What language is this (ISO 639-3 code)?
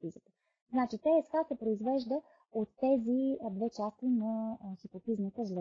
bul